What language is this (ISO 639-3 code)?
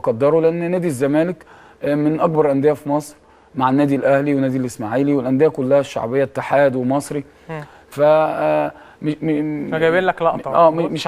arz